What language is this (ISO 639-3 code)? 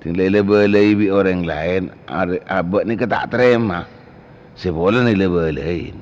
mad